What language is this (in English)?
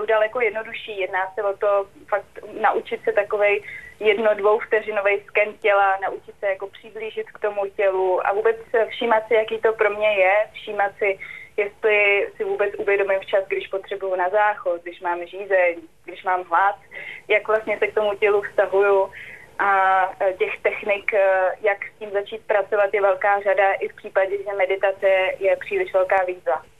Czech